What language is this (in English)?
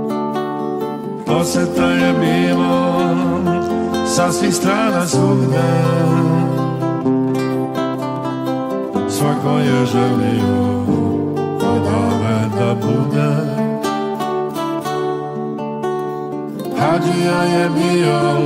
Serbian